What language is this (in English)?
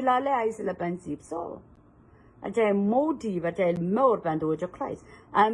Pohnpeian